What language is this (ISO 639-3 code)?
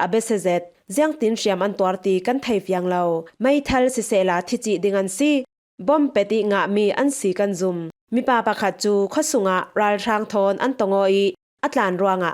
cfm